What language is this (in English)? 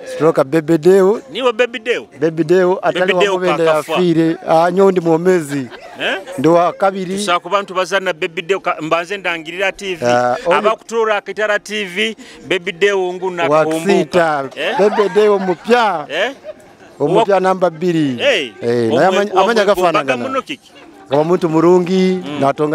Nyoro